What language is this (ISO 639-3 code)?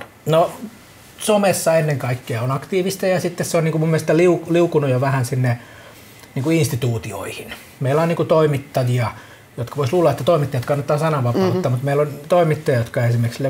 fin